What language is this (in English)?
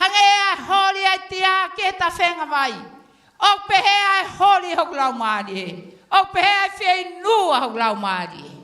Tongan